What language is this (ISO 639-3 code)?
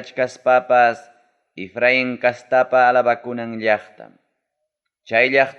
quy